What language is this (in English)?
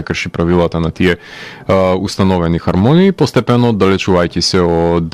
Macedonian